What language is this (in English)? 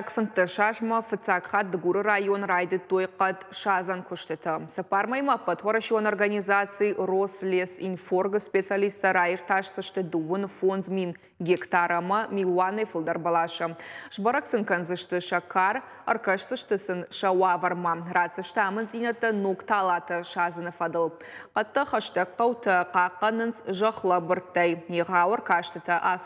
Ossetic